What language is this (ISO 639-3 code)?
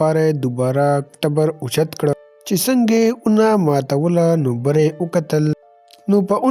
pus